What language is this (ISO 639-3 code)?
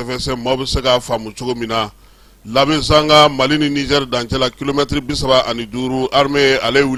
bam